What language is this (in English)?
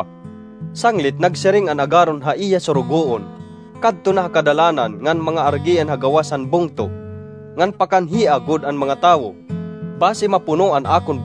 Waray